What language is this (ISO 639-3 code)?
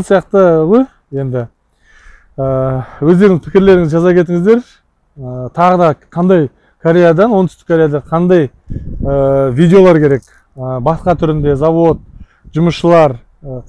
kaz